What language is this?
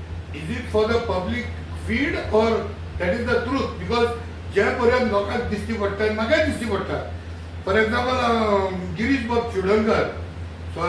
Konkani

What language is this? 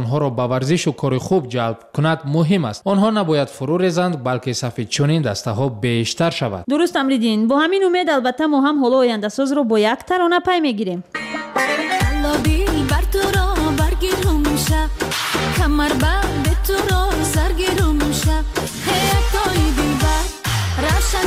Persian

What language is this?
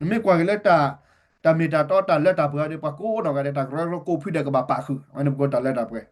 S'gaw Karen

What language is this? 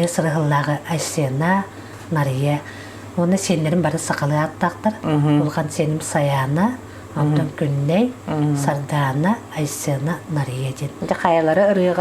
Yakut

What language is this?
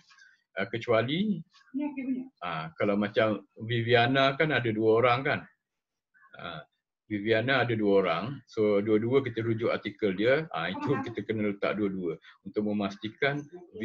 Malay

